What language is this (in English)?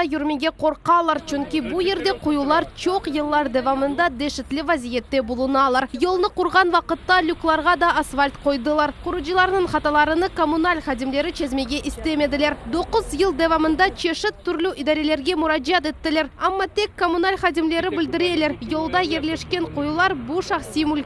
Crimean Tatar